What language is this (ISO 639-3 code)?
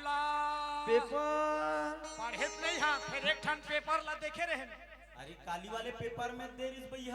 hne